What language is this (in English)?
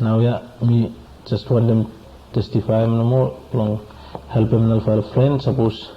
Bislama